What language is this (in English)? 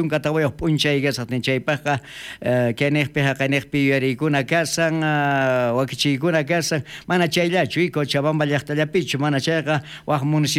South Bolivian Quechua